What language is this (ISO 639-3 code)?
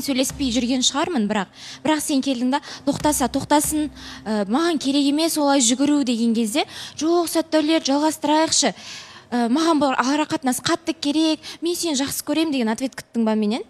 kaz